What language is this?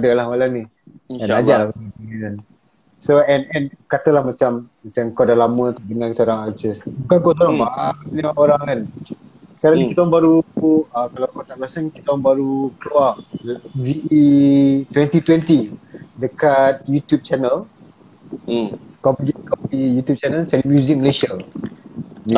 Malay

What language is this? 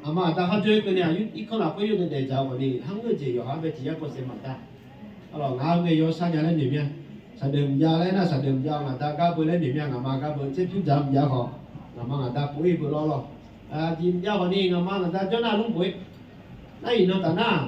Akha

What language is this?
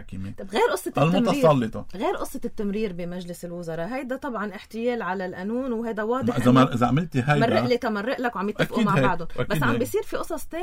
North Levantine Arabic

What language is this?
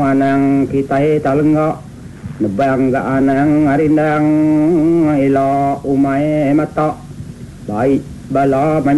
Iban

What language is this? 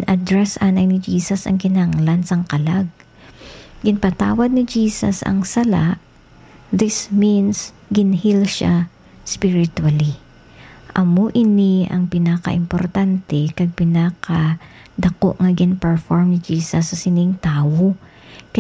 Hiligaynon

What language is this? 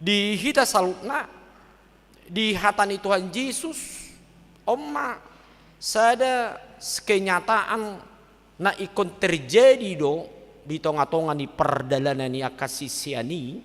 Batak Toba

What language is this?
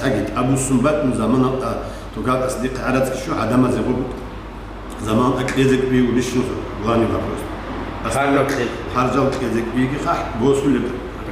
Avaric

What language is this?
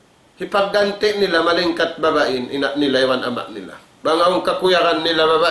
Tausug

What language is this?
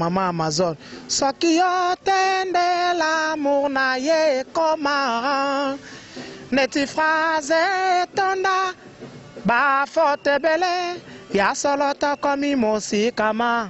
Lingala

